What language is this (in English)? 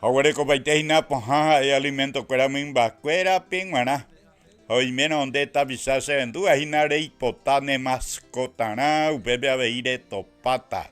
Guarani